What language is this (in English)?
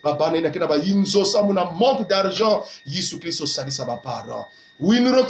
Kongo